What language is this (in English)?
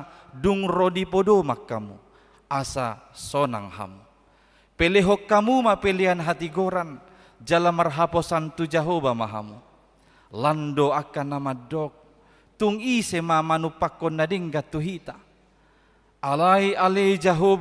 Batak Toba